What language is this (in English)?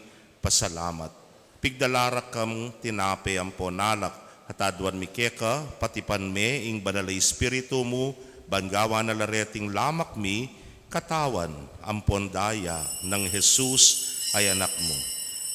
Pampanga